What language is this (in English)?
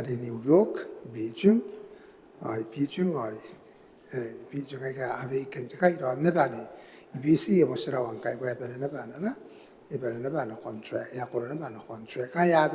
Gilbertese